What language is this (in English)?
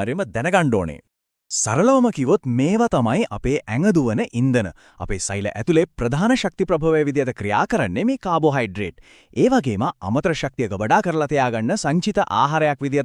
Sinhala